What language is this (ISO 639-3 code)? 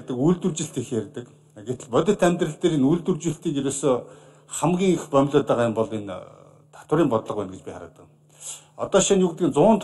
mon